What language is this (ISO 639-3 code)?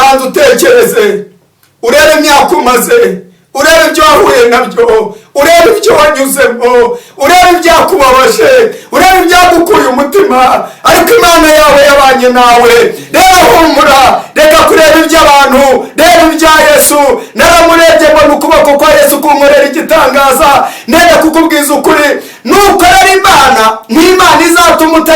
kin